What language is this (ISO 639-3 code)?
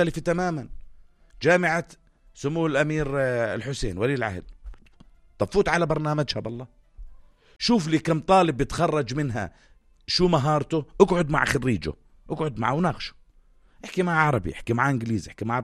apc